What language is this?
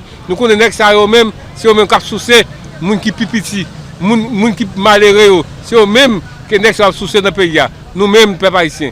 Haitian Creole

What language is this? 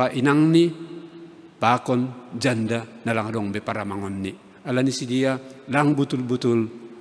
Batak Simalungun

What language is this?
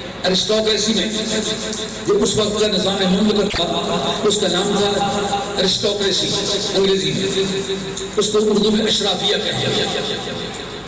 Urdu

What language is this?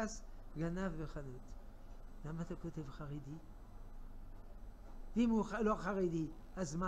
Hebrew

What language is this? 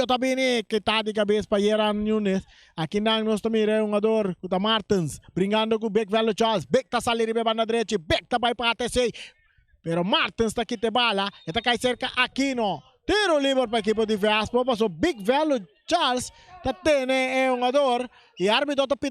Papiamento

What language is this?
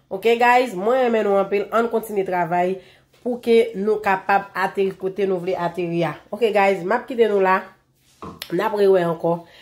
Haitian Creole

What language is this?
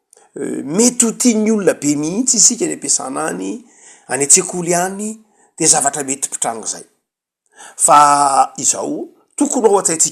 Malagasy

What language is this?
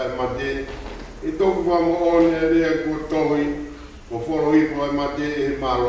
Tongan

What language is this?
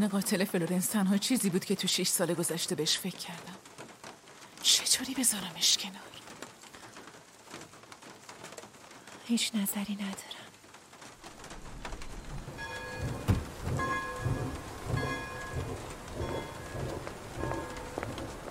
Persian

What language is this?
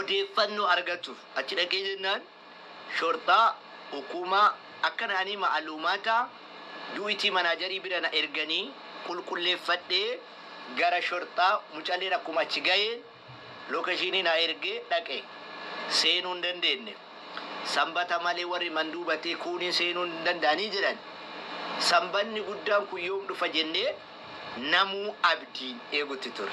Oromo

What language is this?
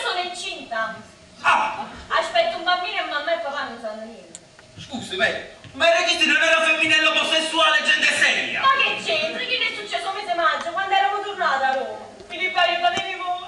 Neapolitan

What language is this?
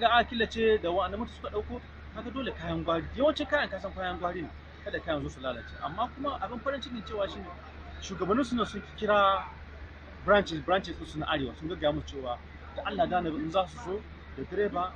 Hausa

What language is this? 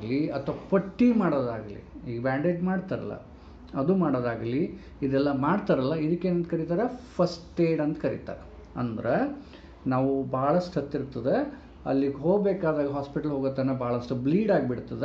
Kannada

